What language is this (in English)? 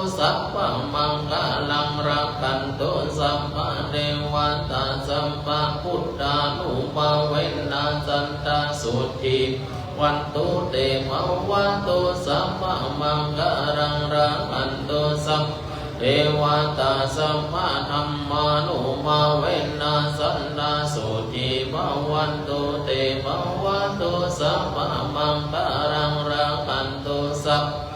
Pali